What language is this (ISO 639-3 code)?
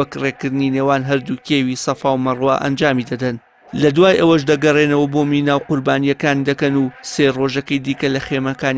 ckb